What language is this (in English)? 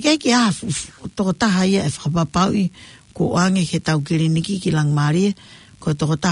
Tongan